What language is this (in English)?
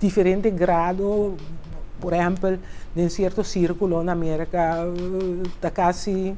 Papiamento